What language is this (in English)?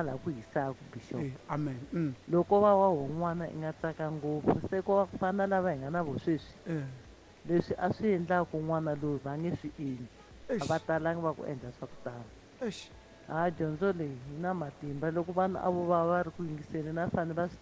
Tsonga